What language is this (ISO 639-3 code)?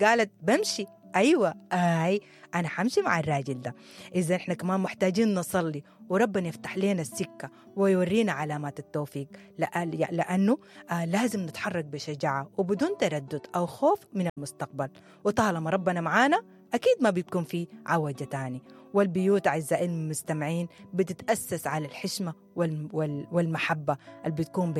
apd